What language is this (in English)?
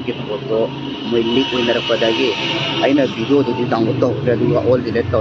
Manipuri